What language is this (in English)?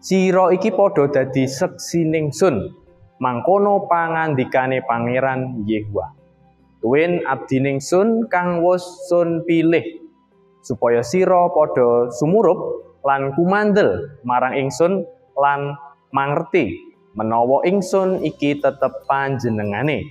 Javanese